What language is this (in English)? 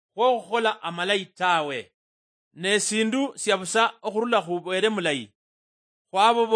Luyia